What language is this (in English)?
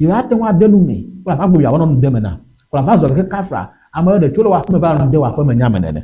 Ewe